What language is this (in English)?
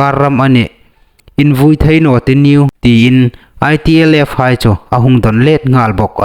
Hmar